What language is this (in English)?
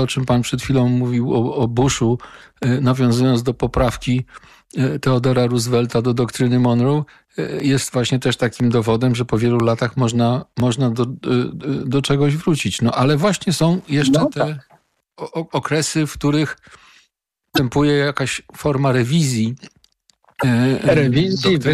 Polish